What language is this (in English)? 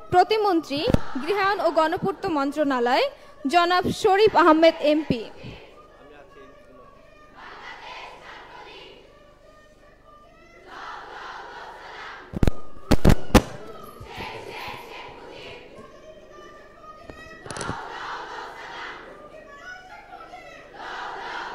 Bangla